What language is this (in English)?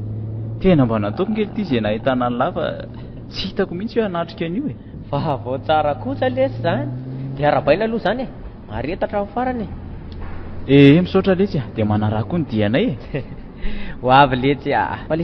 Malagasy